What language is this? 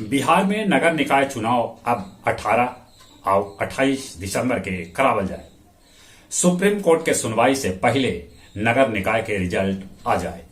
Magahi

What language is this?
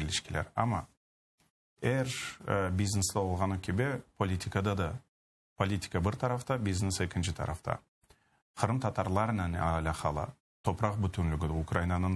Crimean Tatar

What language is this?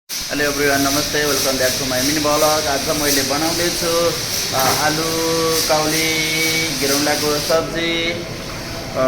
Nepali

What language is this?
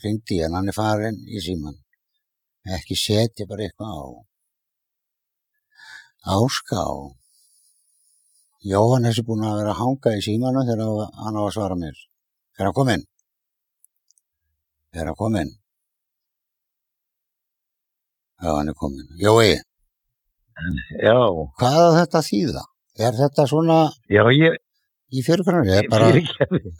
Icelandic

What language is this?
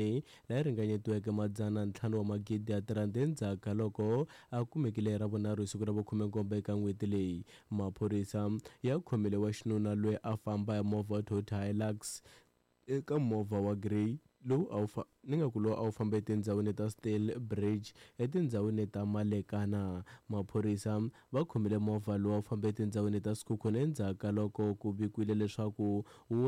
Tsonga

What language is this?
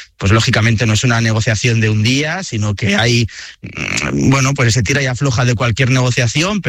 Spanish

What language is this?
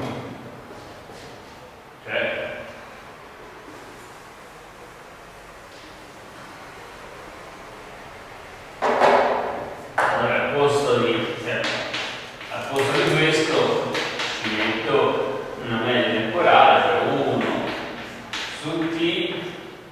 Italian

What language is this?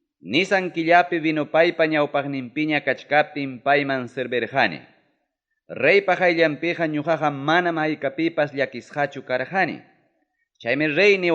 Ayacucho Quechua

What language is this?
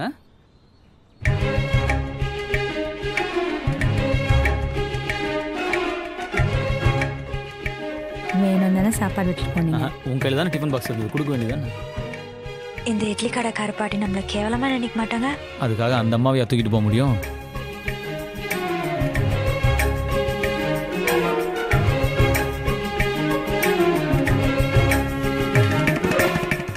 Tamil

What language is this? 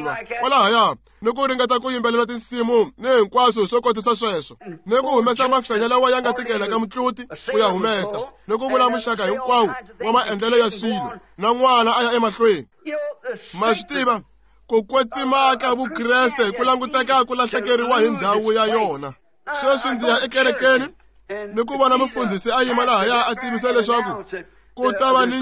Tsonga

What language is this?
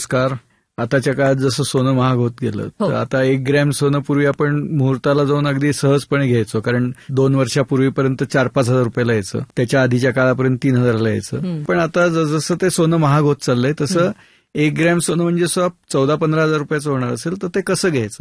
Marathi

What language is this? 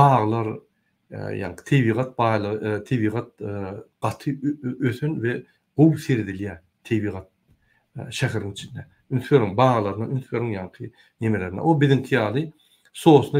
Turkmen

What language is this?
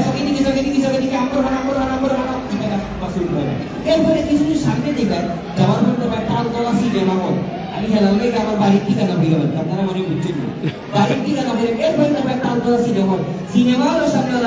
Sylheti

